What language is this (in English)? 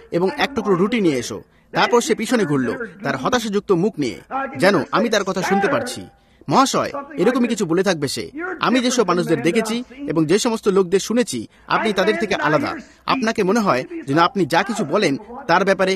Bangla